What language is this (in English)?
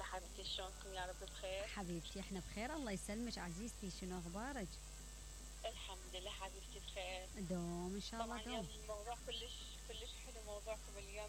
Mesopotamian Arabic